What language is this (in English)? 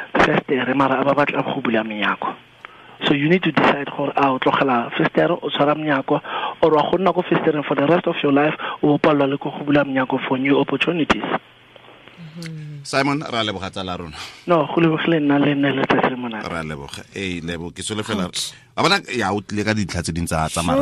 Tswana